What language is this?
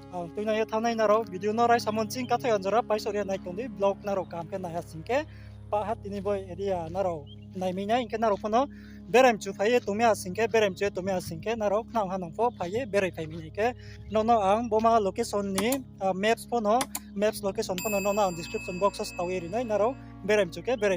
Riang (India)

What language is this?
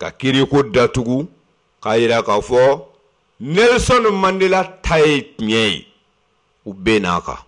Bambara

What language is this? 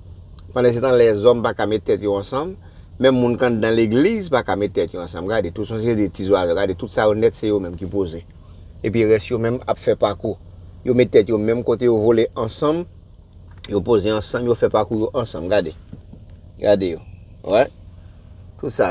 Haitian Creole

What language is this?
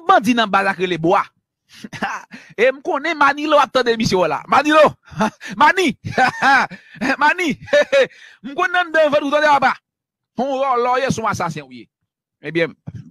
Haitian Creole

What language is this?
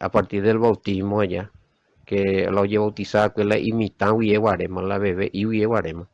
Guarani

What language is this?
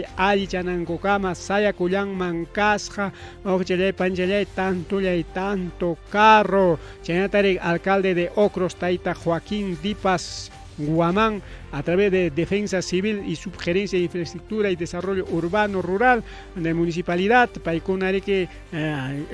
Ayacucho Quechua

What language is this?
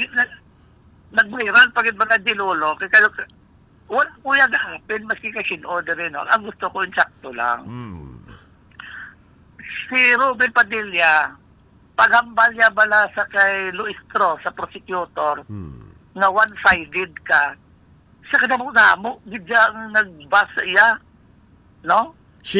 Hiligaynon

